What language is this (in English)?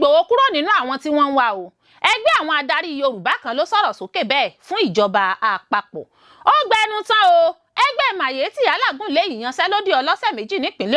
Yoruba